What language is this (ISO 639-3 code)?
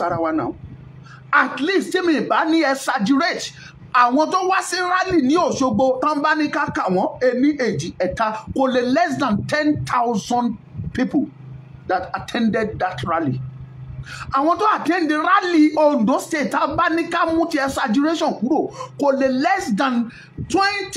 yor